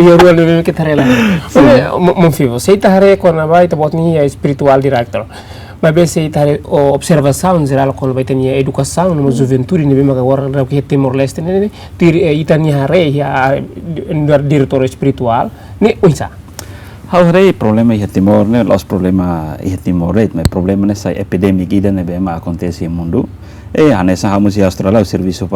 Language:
Tetum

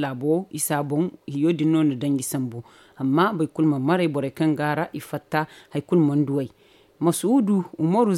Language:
Zarma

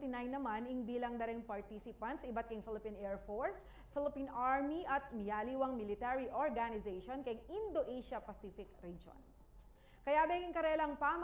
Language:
Pampanga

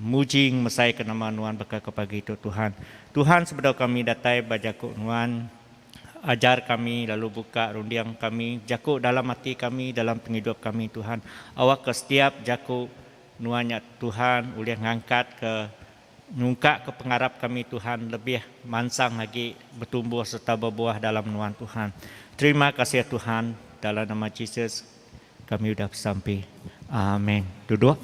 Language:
Iban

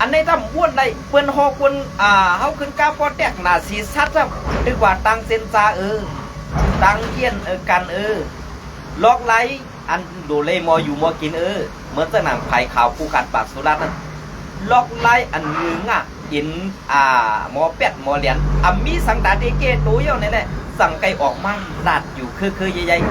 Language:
Shan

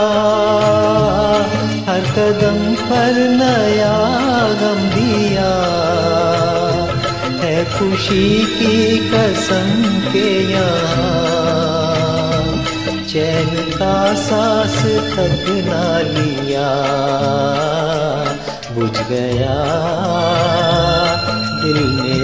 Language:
Hindi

